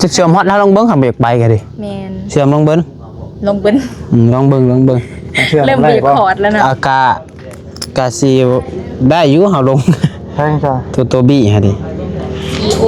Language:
Northeastern Thai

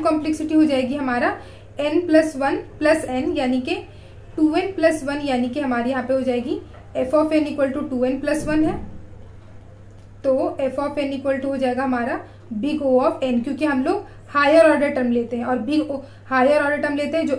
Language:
Hindi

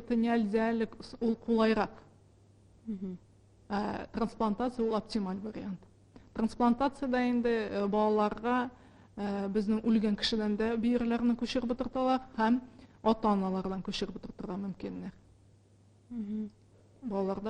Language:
Tatar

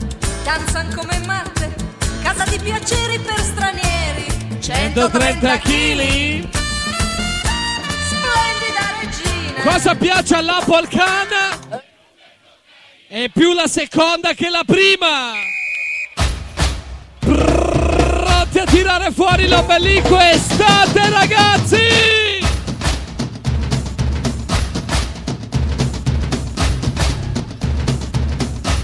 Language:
Italian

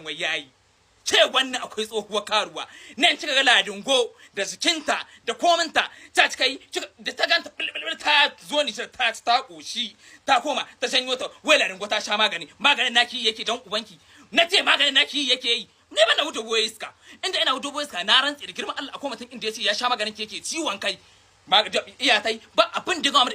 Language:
Hausa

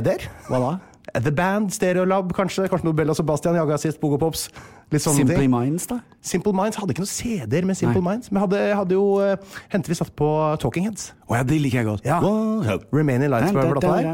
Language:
Norwegian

